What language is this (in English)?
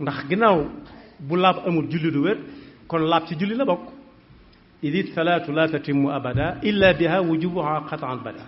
Wolof